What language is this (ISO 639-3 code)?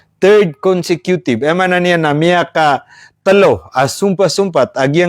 mrw